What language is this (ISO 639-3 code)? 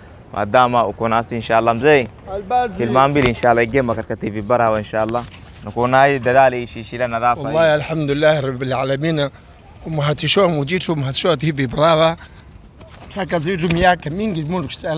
swa